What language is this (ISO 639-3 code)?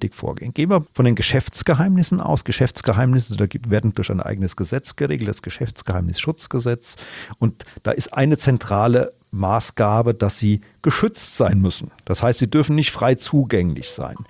deu